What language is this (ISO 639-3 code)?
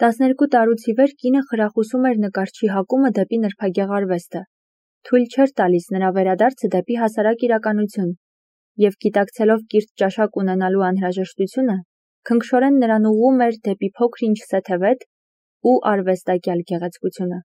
hye